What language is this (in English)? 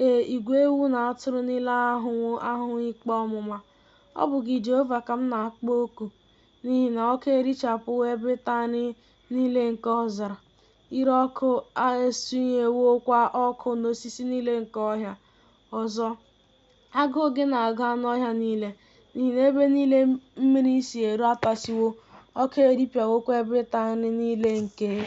Igbo